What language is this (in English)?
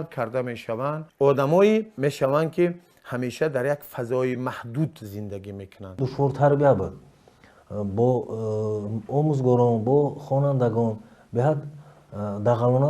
Tajik